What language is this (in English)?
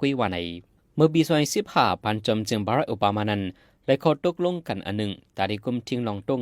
Shan